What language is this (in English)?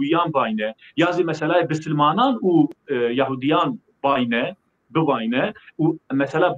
Zaza